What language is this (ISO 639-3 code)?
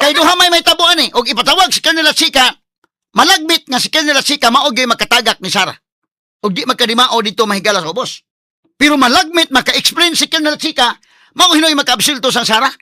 ceb